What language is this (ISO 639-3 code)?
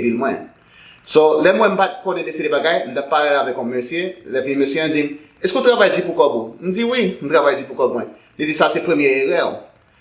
hat